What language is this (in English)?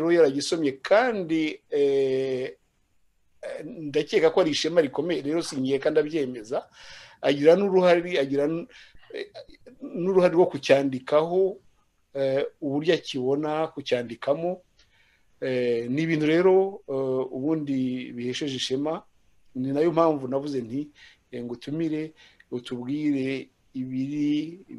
Kinyarwanda